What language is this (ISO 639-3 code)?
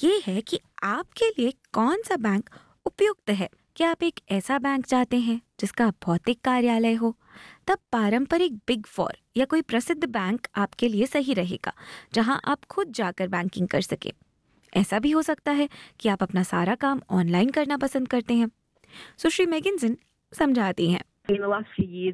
hin